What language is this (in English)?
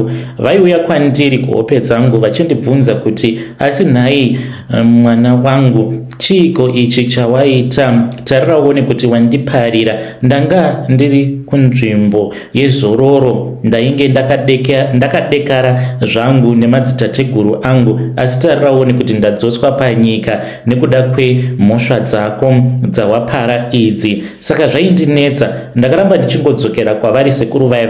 Shona